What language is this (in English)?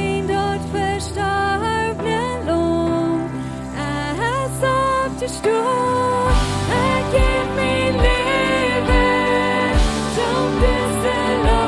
Plautdietsch